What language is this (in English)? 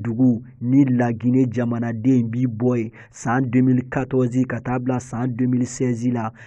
Bambara